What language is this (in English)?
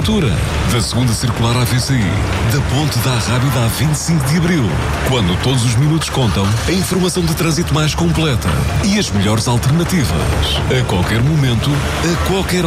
Portuguese